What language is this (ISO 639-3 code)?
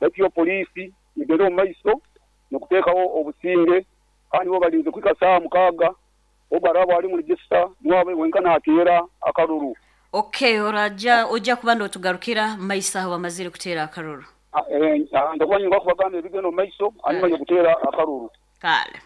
nyo